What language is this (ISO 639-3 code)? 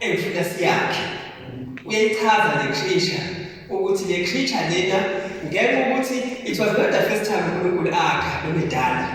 zul